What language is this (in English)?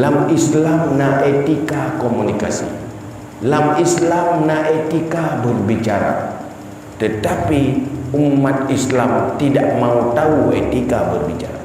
Achinese